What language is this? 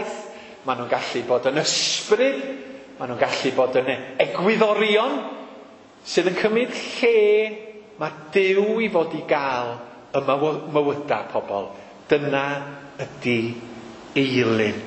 Welsh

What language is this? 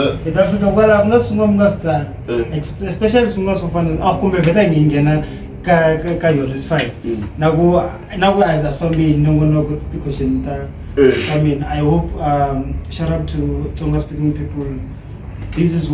Tsonga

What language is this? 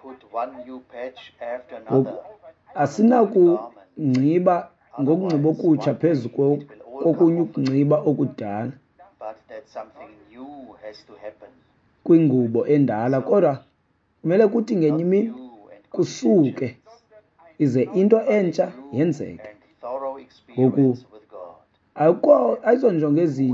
Xhosa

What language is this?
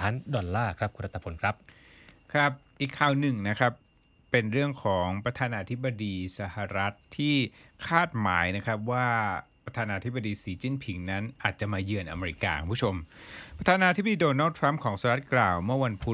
Thai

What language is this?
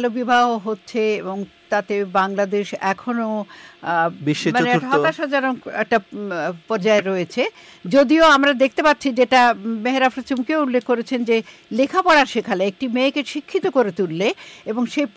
Bangla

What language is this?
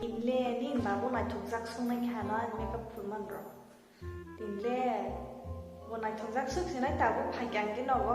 Kok Borok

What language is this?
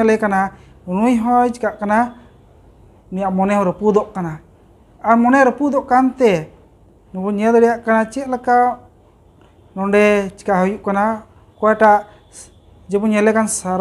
Santali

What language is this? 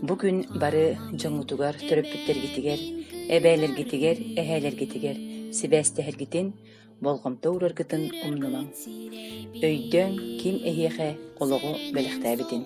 Yakut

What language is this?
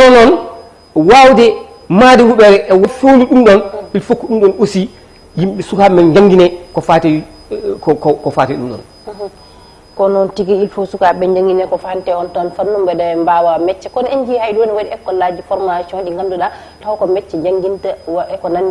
Fula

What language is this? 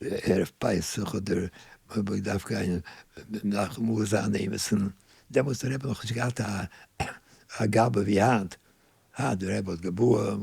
Yiddish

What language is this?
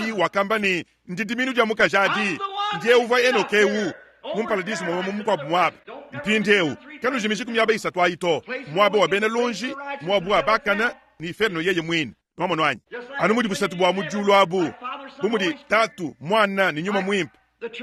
Luba-Lulua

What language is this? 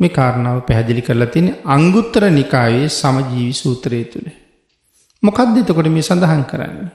Sinhala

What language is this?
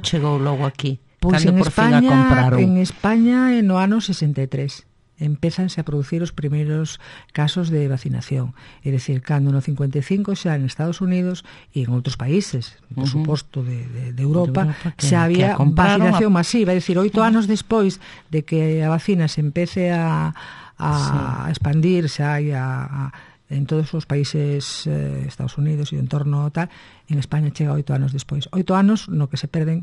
Galician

